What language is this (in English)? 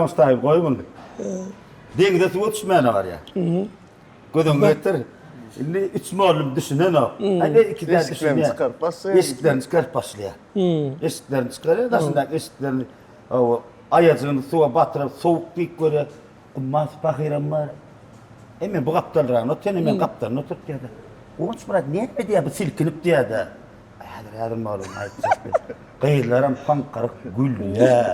Turkmen